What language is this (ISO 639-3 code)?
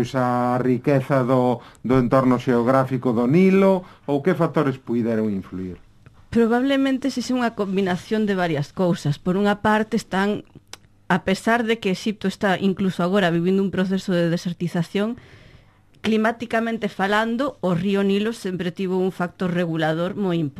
glg